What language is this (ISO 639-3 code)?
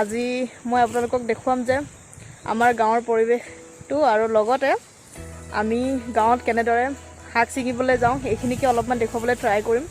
asm